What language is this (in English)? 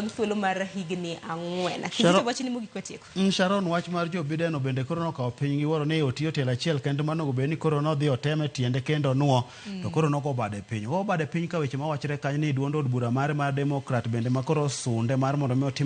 Luo (Kenya and Tanzania)